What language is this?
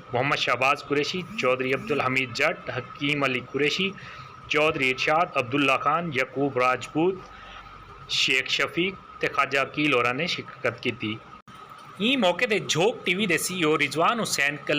Saraiki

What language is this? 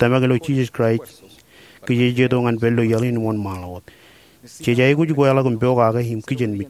Marshallese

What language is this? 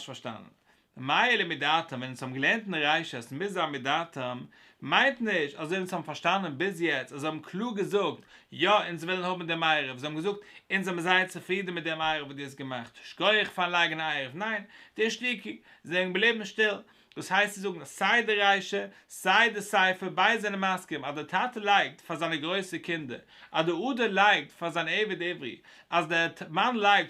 Yiddish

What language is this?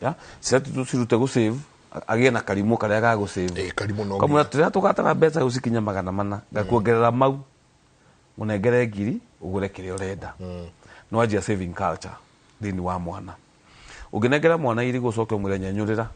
Kikuyu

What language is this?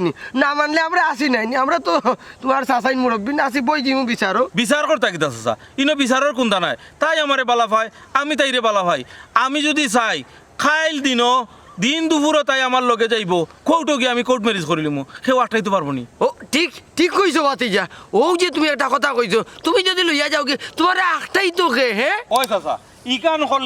Sylheti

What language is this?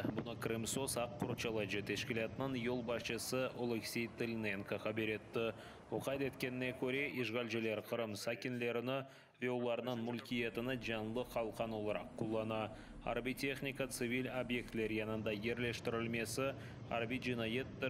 Crimean Tatar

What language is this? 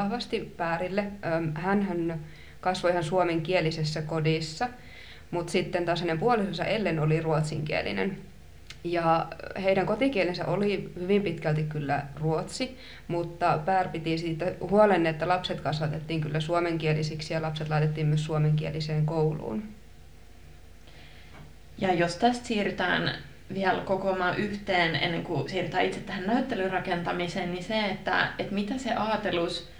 Finnish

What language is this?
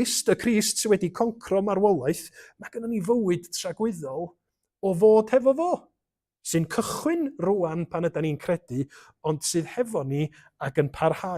Welsh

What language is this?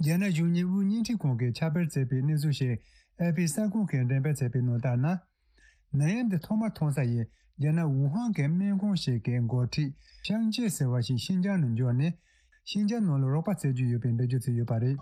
Tibetan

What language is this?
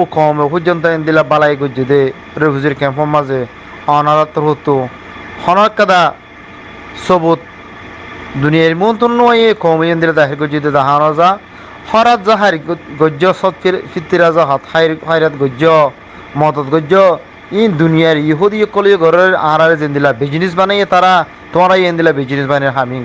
Rohingya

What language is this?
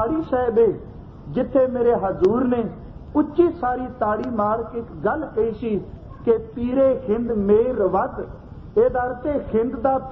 Punjabi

